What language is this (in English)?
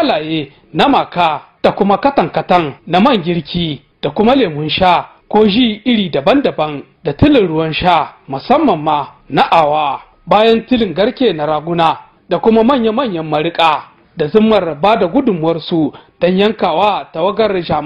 Hausa